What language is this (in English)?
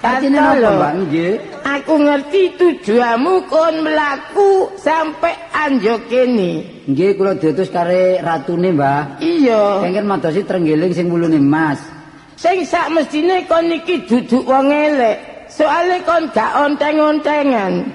Javanese